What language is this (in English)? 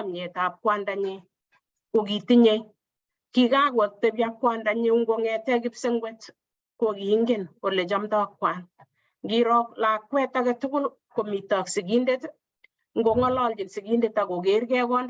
Kalenjin